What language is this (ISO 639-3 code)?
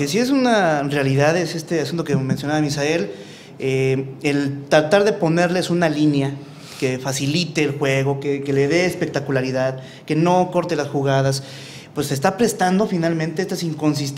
spa